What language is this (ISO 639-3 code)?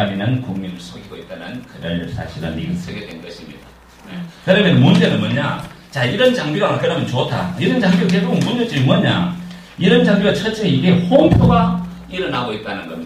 kor